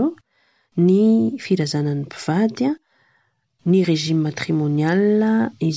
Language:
Malagasy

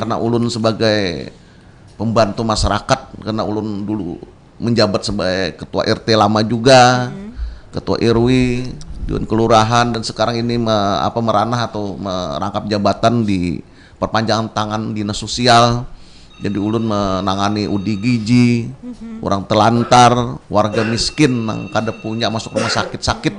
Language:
Banjar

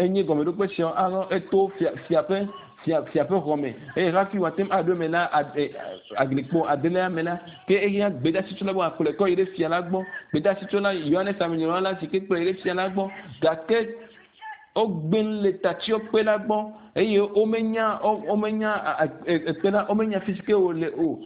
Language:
Ewe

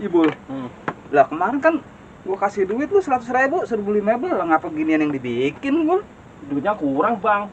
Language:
Betawi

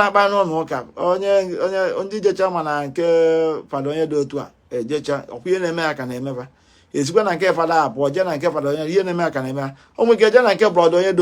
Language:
Igbo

